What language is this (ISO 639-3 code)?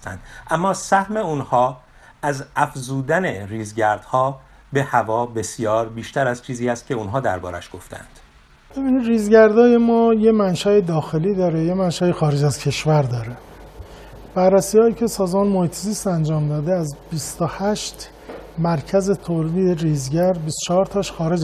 fas